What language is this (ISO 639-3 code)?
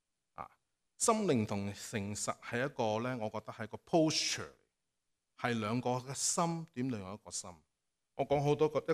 yue